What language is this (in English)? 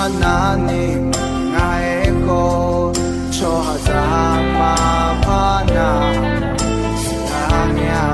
Akha